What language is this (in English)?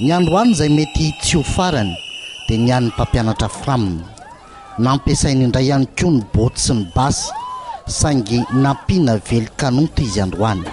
Malagasy